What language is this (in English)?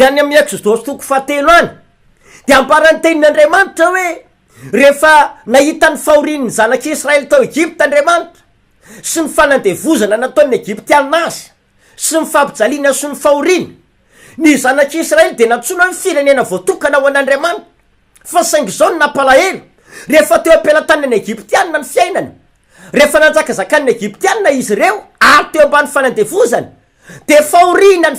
Malagasy